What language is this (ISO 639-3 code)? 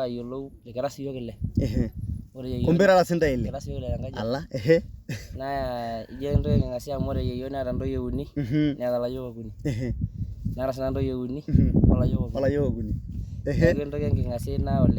mas